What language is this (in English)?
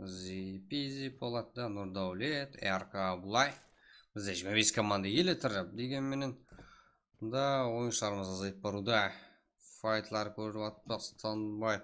Kara-Kalpak